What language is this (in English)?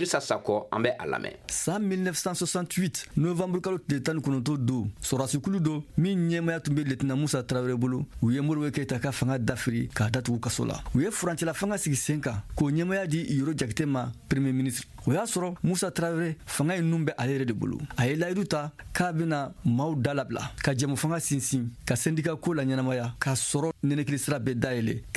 Bambara